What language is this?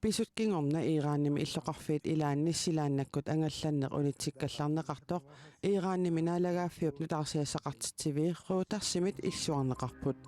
Kalaallisut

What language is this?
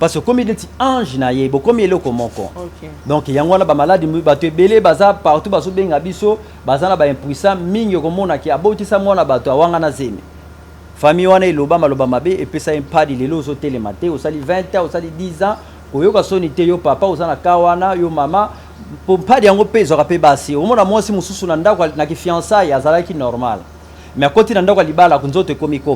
Lingala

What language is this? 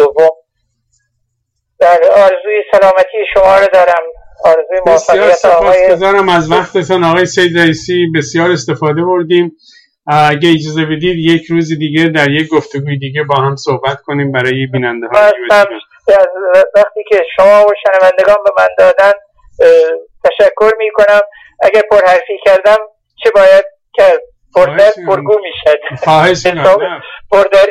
Persian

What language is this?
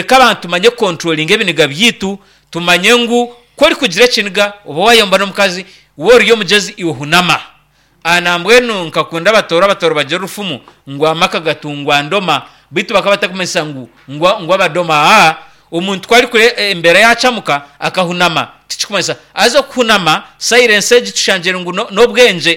Nyankole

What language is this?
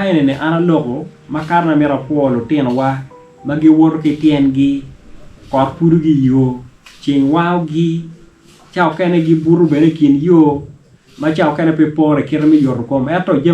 Acoli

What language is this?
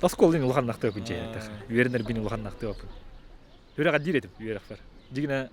Yakut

